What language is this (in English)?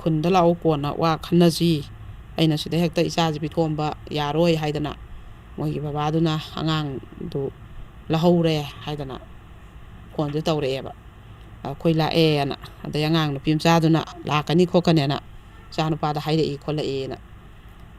Manipuri